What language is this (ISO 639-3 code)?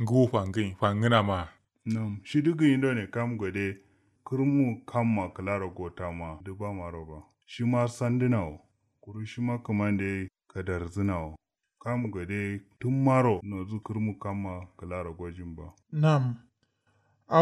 kau